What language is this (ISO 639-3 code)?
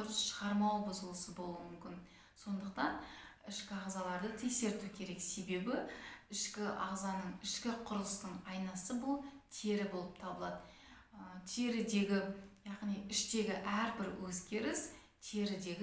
kaz